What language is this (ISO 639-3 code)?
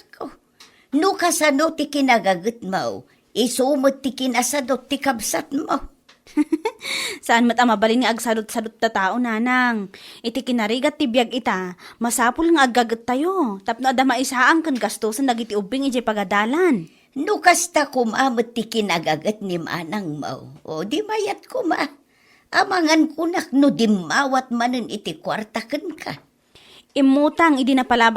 ilo